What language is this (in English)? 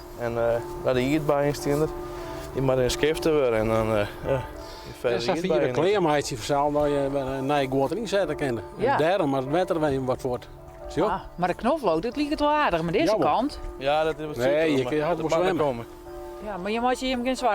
Western Frisian